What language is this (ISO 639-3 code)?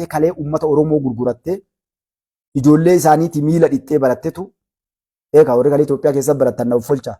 orm